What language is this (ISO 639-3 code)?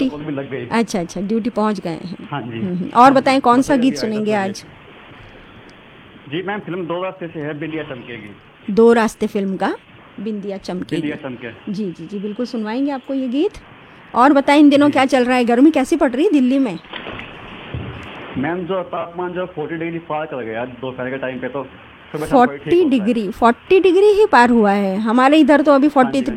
hin